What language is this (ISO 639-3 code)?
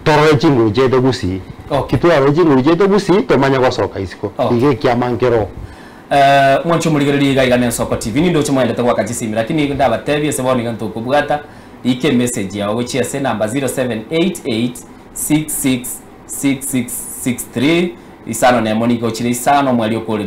guz